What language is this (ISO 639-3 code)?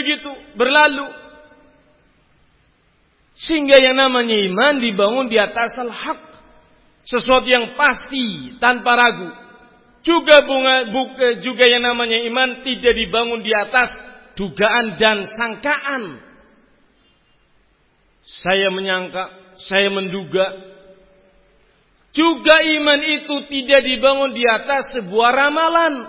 ind